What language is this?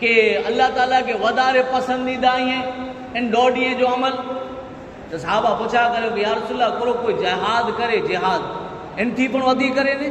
Kachhi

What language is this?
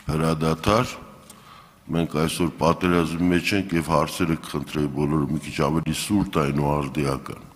Armenian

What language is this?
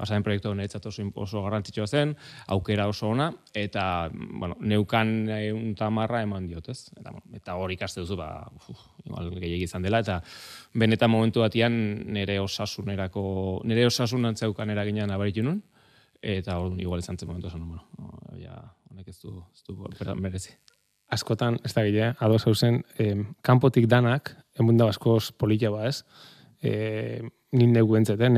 Basque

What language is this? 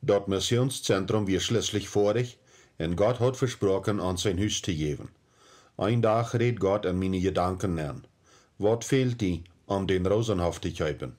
Plautdietsch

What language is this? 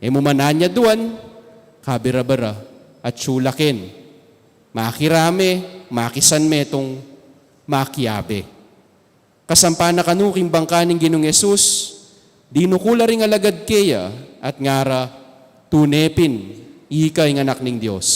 Pampanga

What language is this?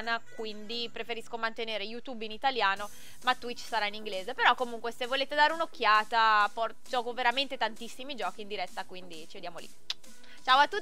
Italian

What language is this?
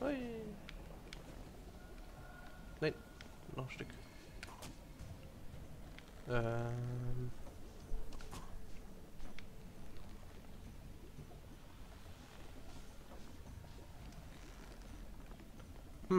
German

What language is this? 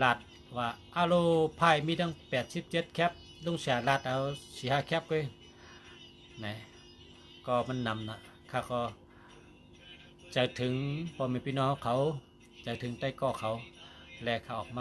Shan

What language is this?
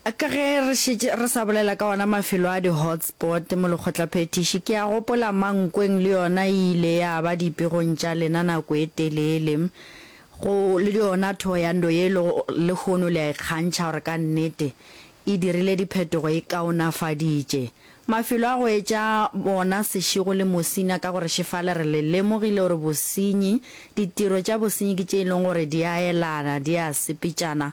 Northern Sotho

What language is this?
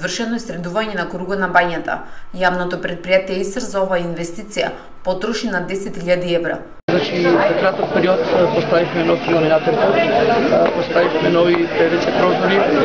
Macedonian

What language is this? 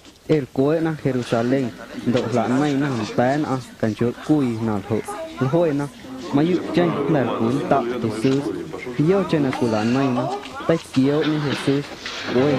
Guerrero Amuzgo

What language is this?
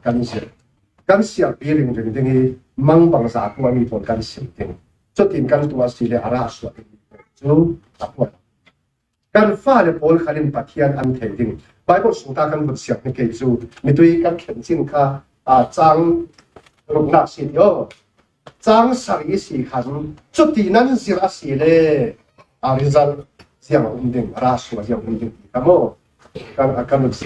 Falam Chin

